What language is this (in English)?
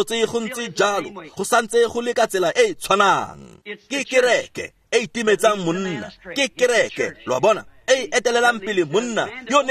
Tswana